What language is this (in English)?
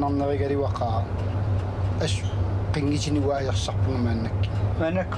Kalaallisut